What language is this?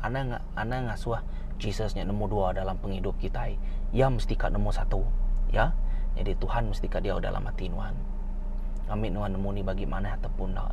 Iban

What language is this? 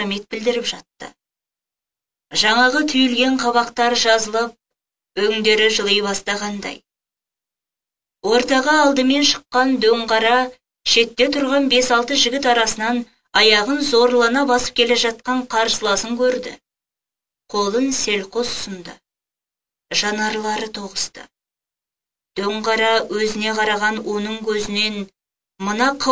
Kazakh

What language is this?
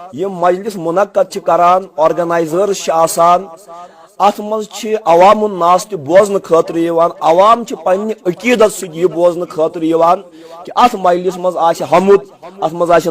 Kashmiri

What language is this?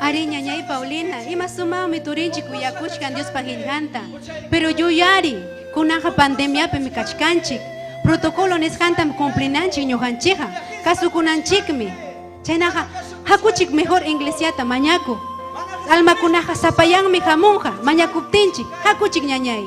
Ayacucho Quechua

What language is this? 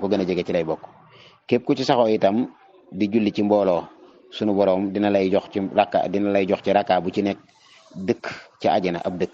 Wolof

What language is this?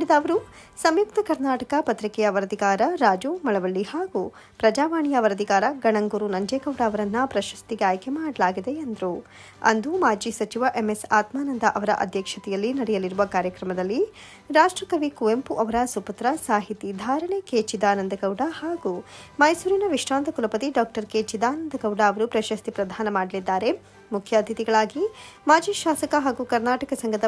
Kannada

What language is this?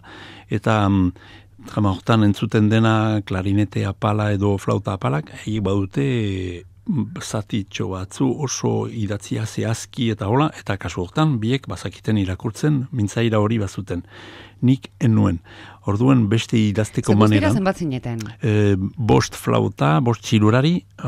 Basque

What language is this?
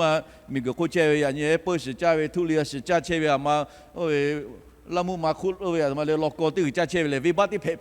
Lahu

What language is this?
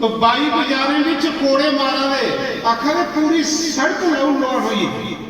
Dogri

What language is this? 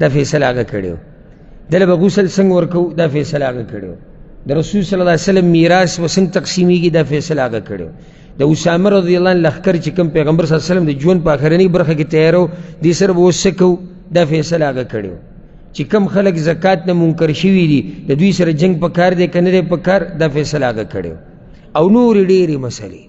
Pashto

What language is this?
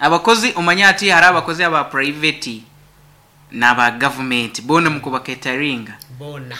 Nyankole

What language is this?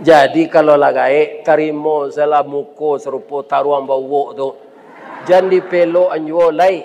Minangkabau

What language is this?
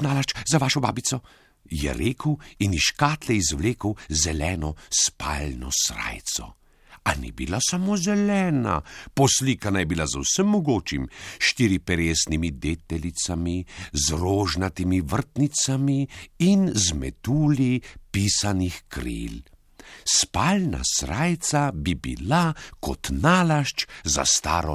Slovenian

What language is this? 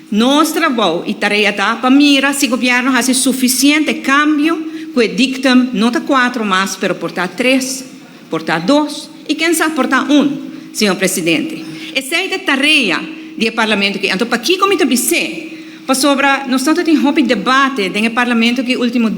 Papiamento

